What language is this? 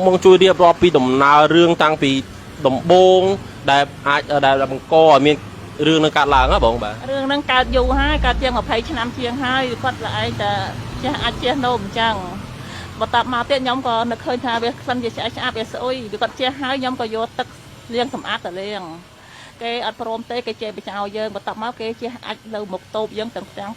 Khmer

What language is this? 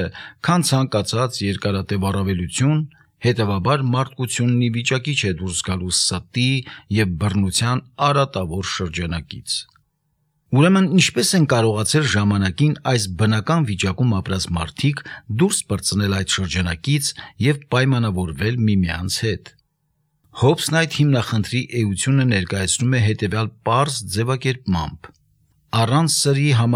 Armenian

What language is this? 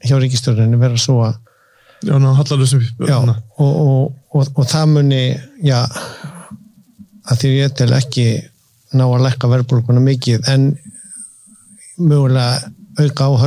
Icelandic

